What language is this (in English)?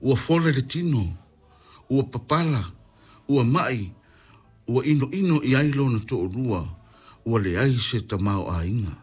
Samoan